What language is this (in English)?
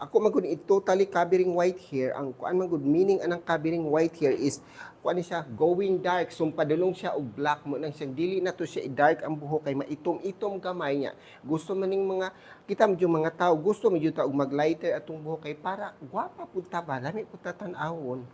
Cebuano